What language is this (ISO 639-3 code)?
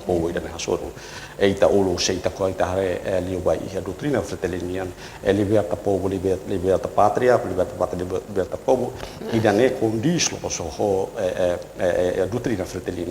tet